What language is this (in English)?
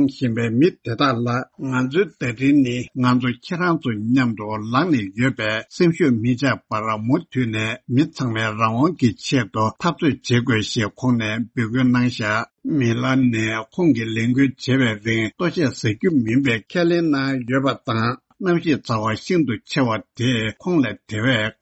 Tibetan